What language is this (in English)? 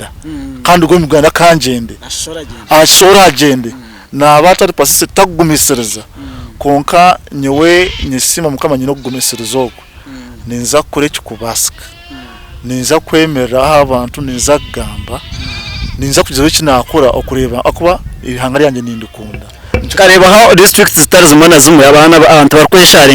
Nyankole